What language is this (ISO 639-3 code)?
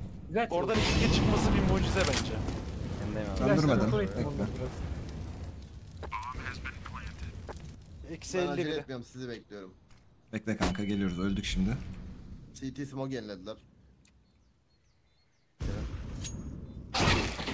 tur